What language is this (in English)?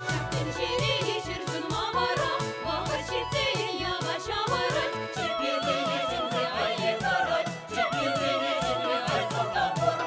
Chuvash